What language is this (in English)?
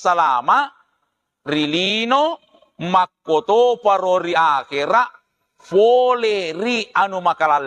Buginese